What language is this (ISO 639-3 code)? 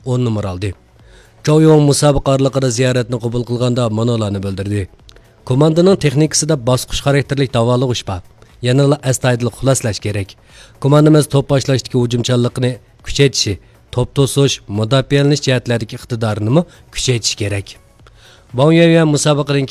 uig